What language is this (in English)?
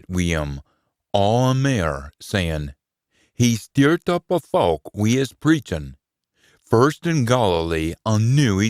Scots